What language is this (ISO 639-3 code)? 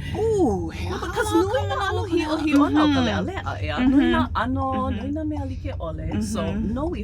haw